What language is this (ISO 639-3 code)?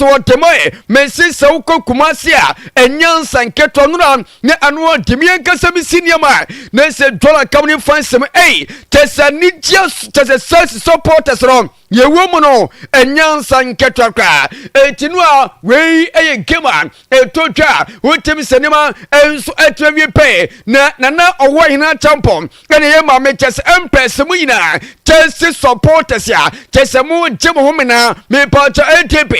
aka